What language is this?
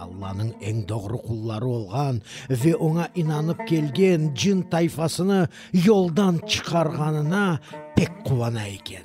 Crimean Tatar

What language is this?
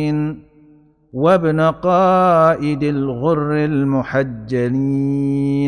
Indonesian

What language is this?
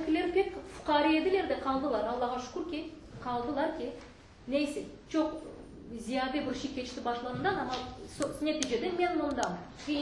Crimean Tatar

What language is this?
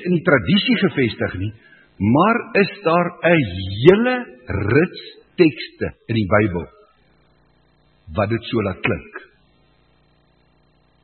Afrikaans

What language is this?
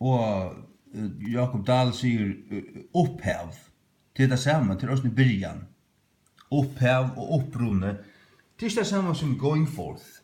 Faroese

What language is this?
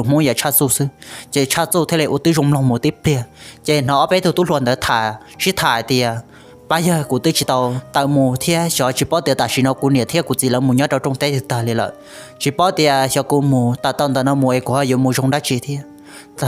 Hmong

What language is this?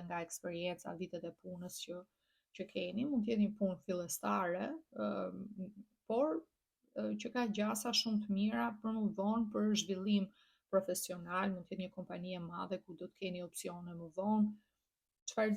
Albanian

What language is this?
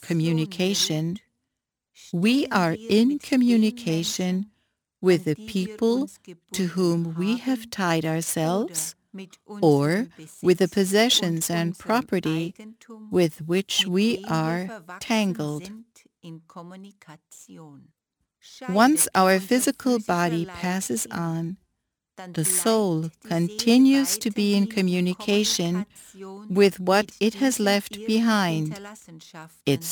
English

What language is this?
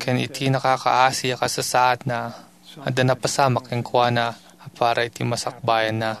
Iloko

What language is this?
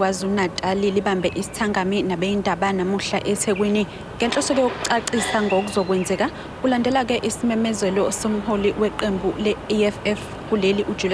Zulu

